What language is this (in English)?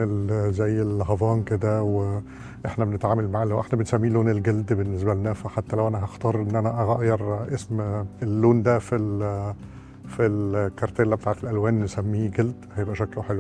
Egyptian Arabic